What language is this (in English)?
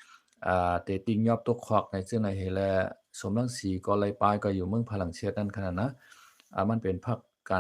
Shan